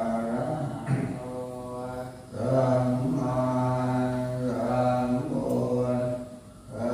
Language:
Pali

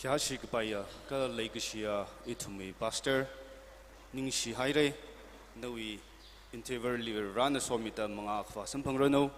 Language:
Tangkhul Naga (India)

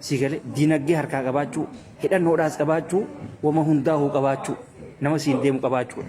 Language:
Oromo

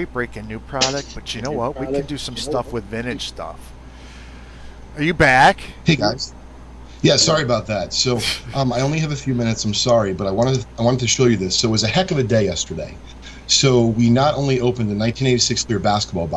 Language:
English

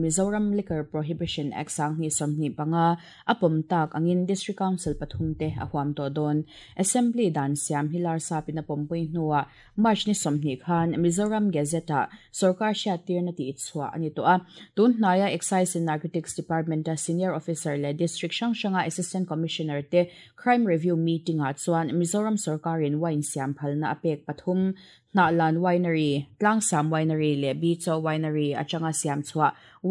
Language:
Mizo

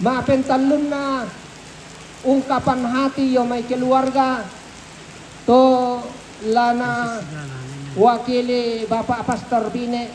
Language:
Toraja-Sa'dan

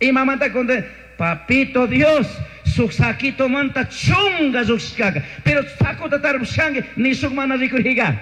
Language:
Chimborazo Highland Quichua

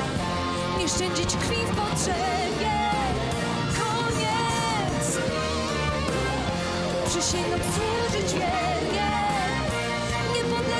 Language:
Polish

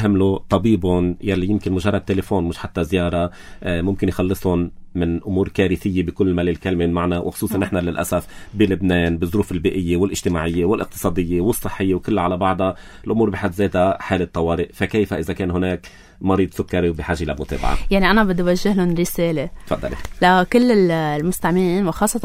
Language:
North Levantine Arabic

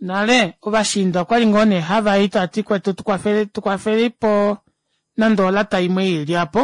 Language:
Kuanyama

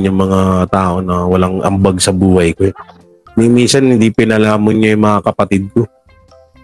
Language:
Filipino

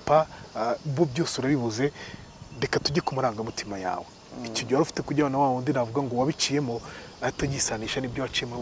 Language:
Kinyarwanda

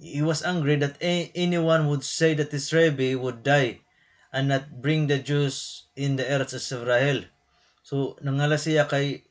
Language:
Waray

